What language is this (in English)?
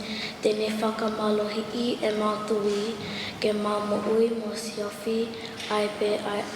Tongan